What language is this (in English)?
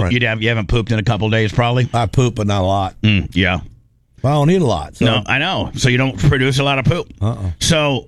English